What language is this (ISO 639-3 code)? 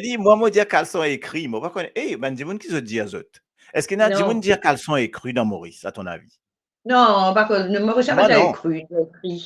mfe